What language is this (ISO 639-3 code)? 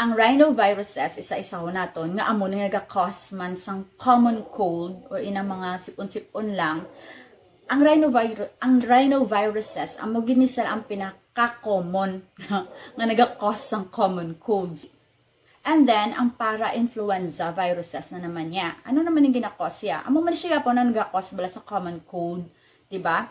hil